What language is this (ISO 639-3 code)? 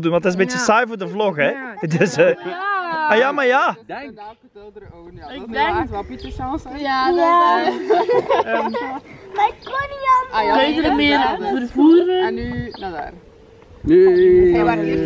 nld